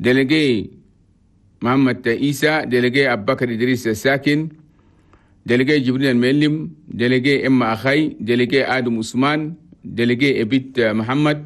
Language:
Chadian Arabic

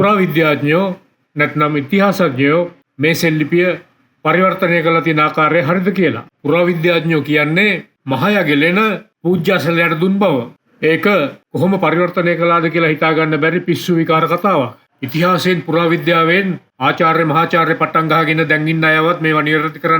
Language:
Sinhala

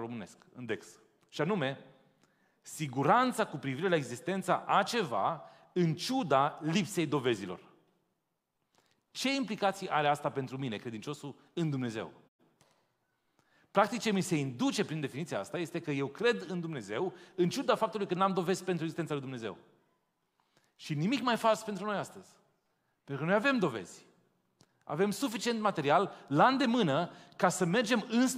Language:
Romanian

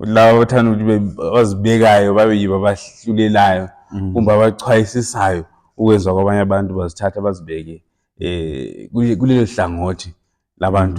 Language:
Zulu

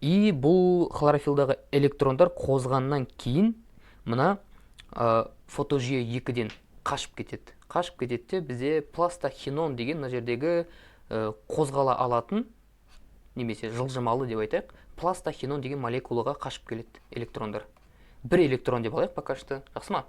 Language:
Kazakh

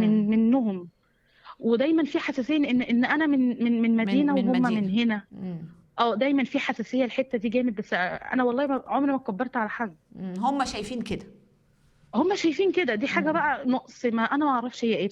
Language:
Egyptian Arabic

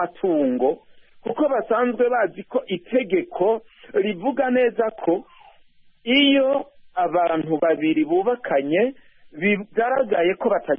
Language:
Kinyarwanda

